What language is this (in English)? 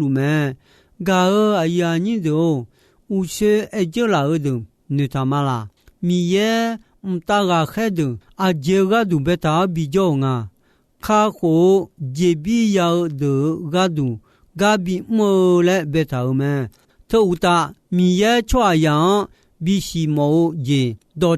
Akha